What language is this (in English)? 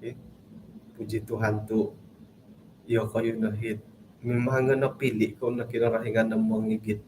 Central Dusun